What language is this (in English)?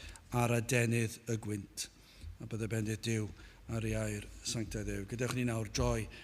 Welsh